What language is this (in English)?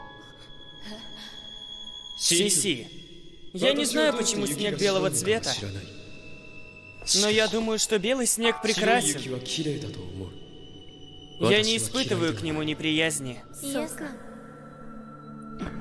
Russian